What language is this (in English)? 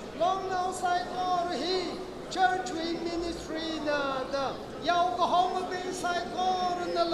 Tangkhul Naga (India)